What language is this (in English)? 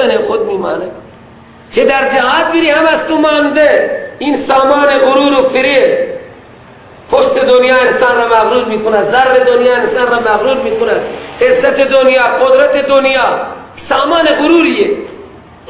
Persian